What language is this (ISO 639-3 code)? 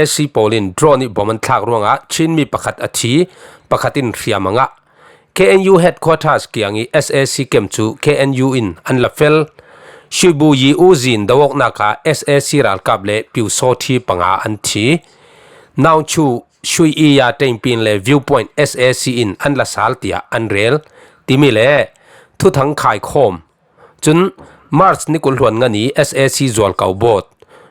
cfm